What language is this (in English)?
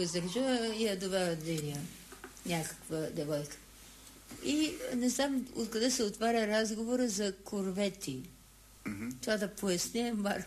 Bulgarian